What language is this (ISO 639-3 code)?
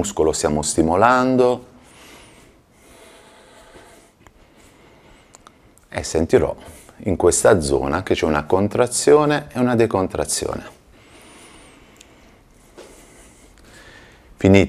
ita